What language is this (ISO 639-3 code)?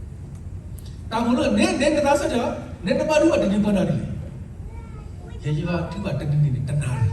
ksw